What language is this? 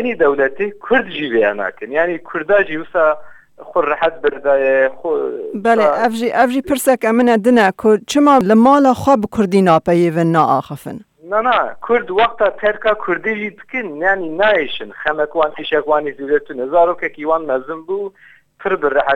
Kurdish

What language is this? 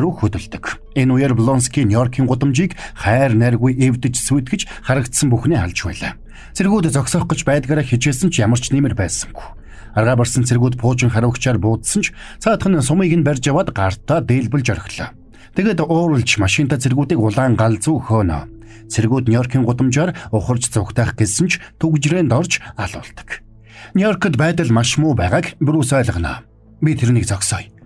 Mongolian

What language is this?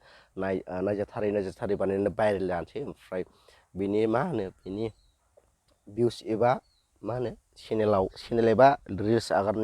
Bodo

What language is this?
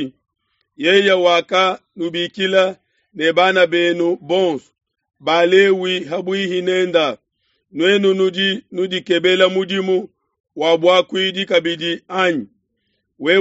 Luba-Lulua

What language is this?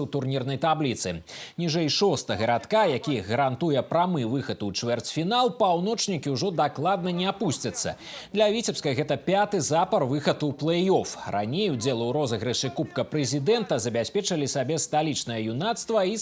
Belarusian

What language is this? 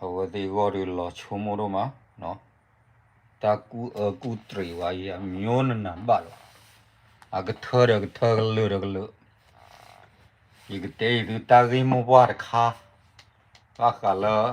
S'gaw Karen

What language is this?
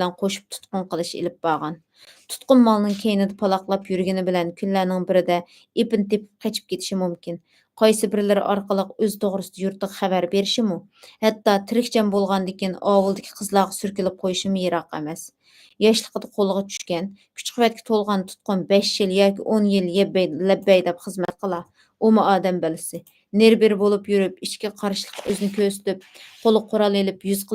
Uyghur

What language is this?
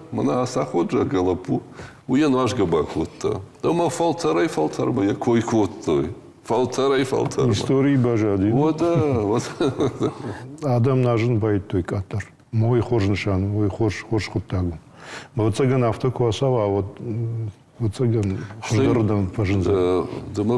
Ossetic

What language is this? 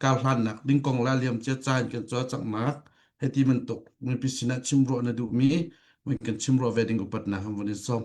Hakha Chin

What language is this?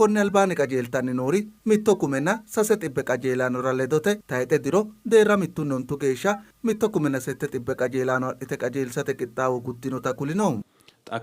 Sidamo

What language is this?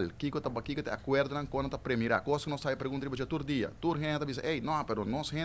Papiamento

